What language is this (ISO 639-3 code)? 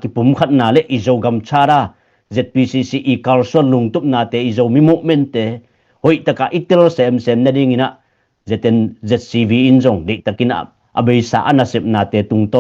ctd